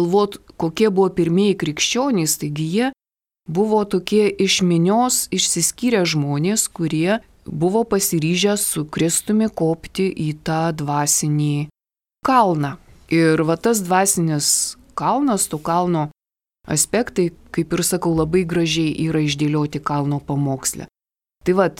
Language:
Lithuanian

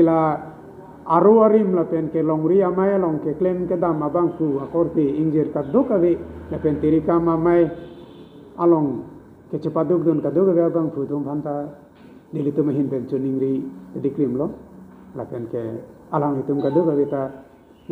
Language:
Karbi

